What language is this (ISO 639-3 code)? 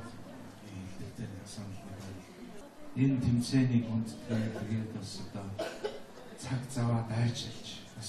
mon